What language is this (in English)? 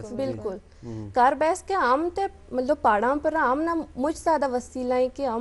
Gujari